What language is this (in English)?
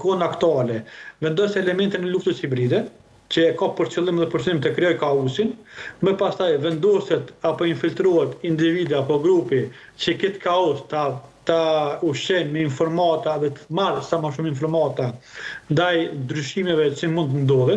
Albanian